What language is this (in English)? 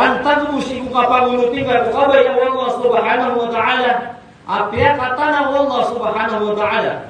Maranao